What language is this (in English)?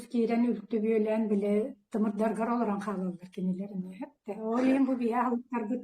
Yakut